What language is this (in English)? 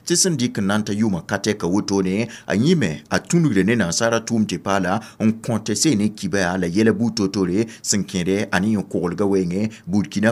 Mossi